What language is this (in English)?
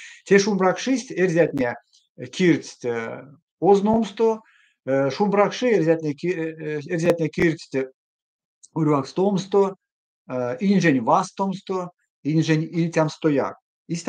Erzya